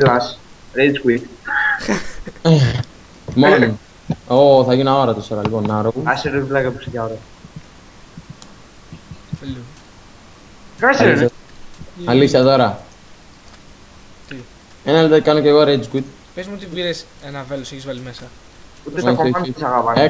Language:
Greek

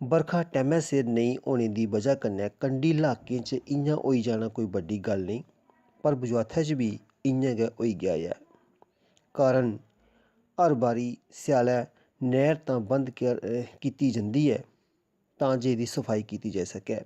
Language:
Dogri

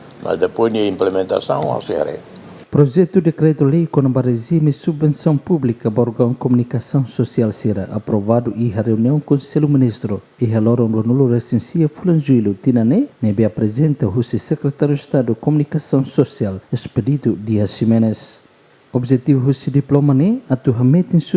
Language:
Tetum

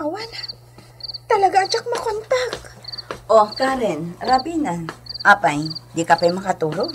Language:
Iloko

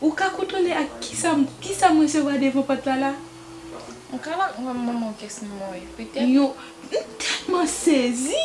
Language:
Haitian Creole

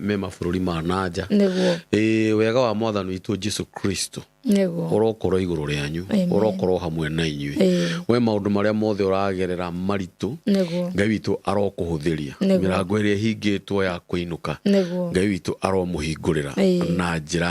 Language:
Kikuyu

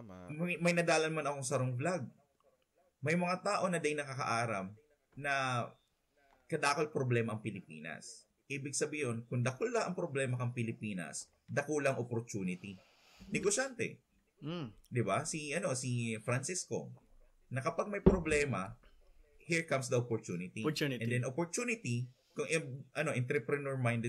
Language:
Bikol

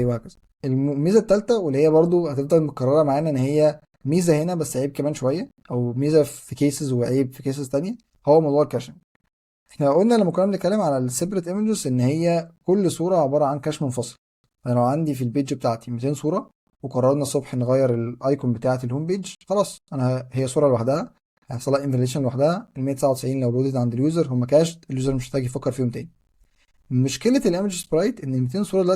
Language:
Egyptian Arabic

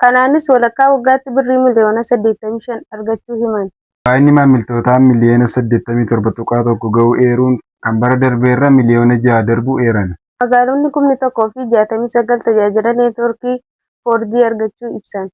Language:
Oromo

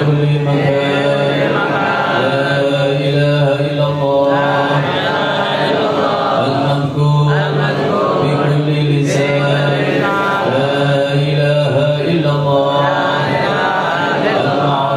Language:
Arabic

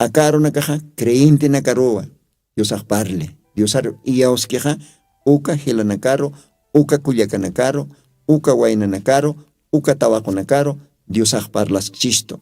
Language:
Aymara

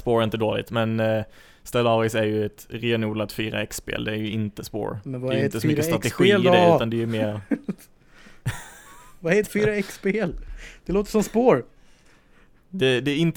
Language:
Swedish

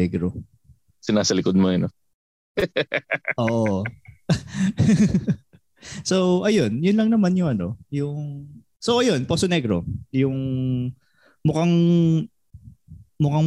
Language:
Filipino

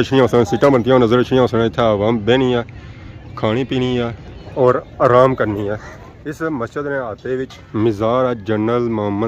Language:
Pahari-Potwari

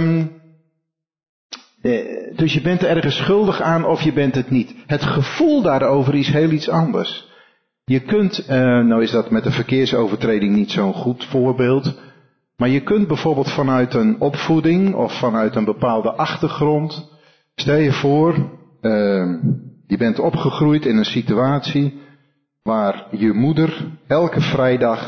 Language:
Dutch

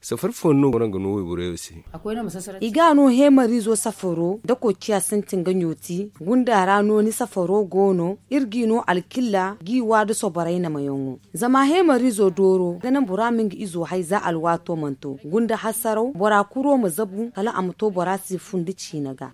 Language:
Zarma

